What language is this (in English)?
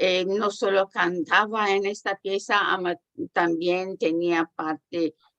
Ladino